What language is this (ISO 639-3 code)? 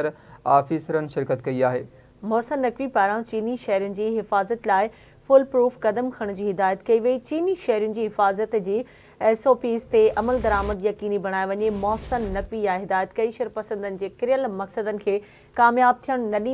snd